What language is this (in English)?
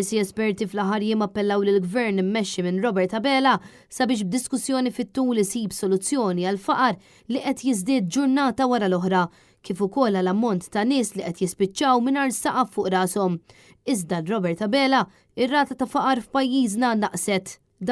Maltese